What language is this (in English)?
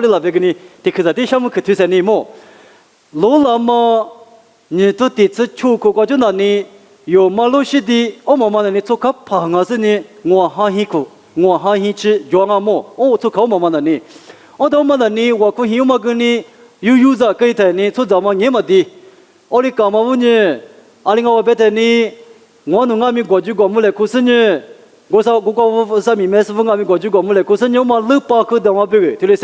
Lisu